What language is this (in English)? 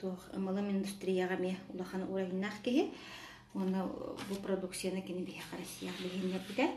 Yakut